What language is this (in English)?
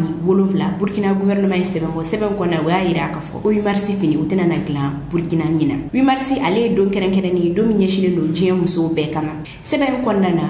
Bambara